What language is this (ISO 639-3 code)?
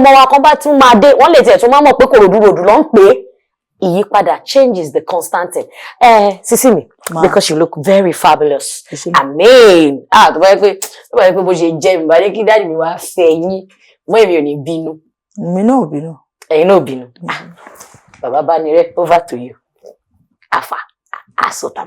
yor